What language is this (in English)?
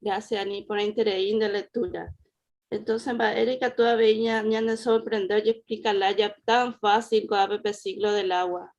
Guarani